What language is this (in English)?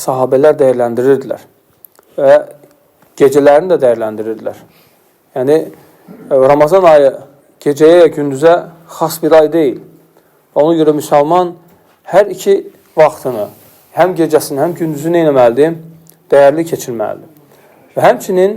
Azerbaijani